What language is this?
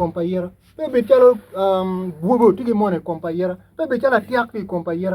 Acoli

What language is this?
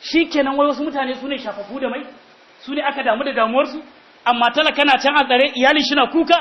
Hausa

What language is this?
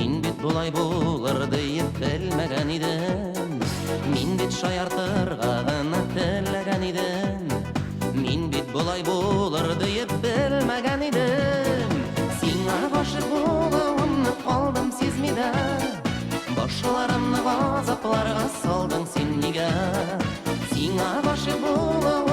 Bashkir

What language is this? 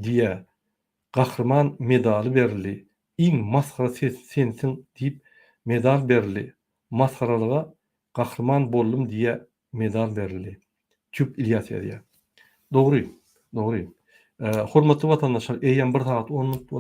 Turkmen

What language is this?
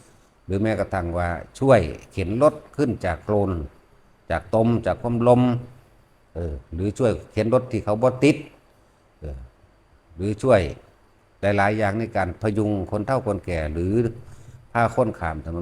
Northeastern Thai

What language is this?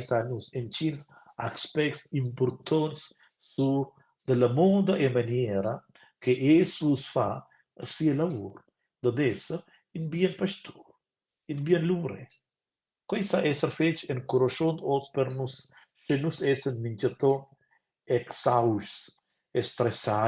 Romansh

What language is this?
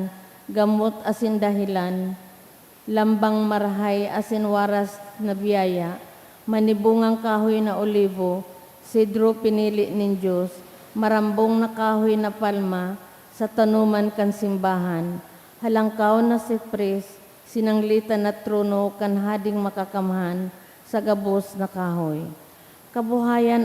Bikol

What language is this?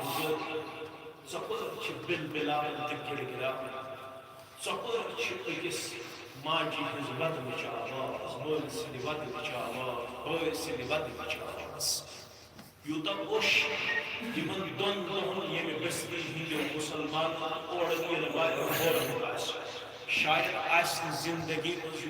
Kashmiri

